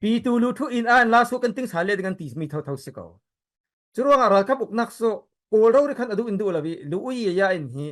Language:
Falam Chin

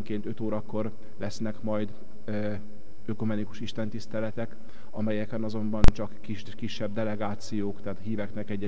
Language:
Hungarian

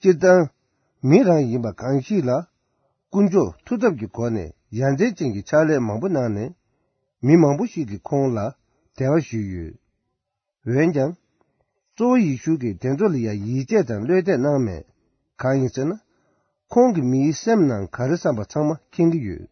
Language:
Tibetan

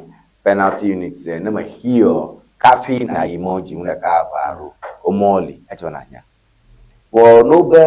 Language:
Ewe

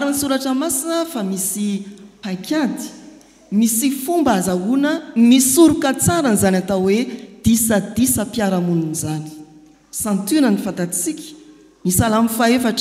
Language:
Malagasy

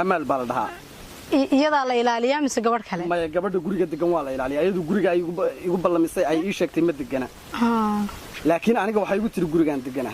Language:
Somali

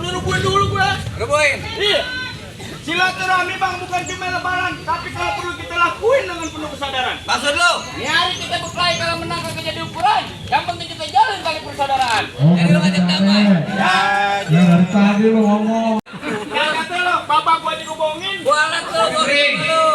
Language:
Betawi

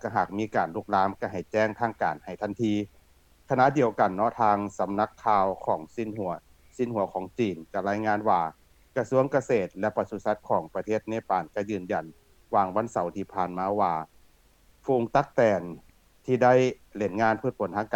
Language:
Lao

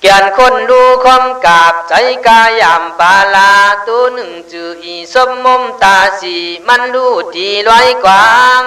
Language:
Khün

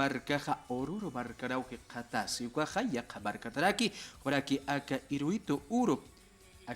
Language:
Aymara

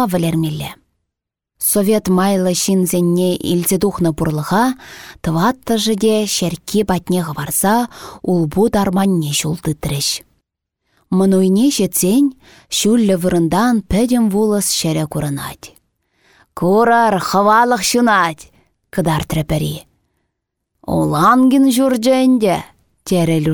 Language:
Chuvash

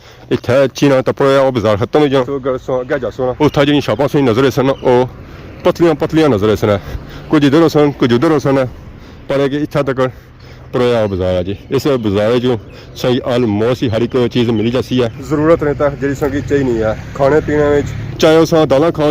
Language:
Pahari-Potwari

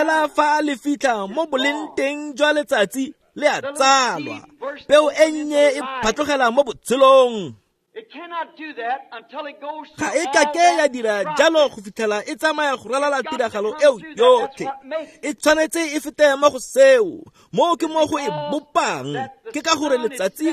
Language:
Tswana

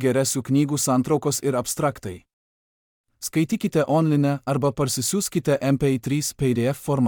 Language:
Lithuanian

